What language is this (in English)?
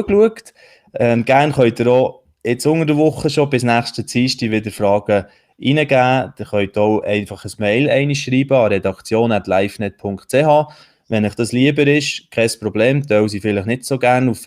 Swiss German